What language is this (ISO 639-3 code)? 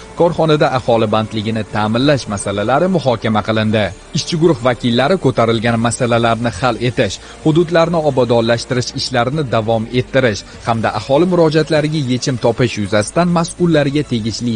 uzb